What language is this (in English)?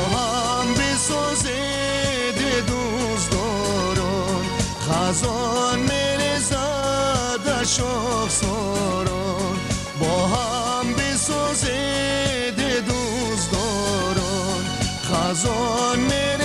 Tajik